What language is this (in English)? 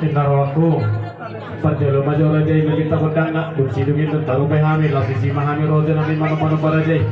Batak Toba